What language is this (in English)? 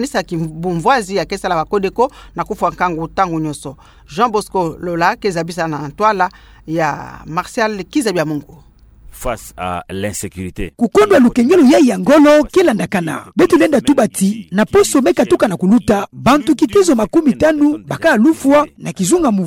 Kituba (Democratic Republic of Congo)